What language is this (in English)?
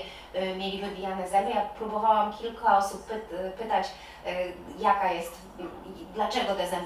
Polish